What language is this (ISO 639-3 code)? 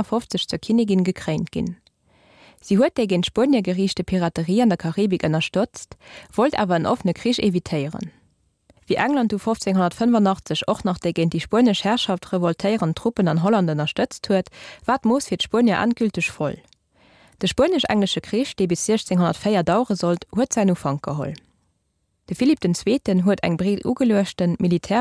ltz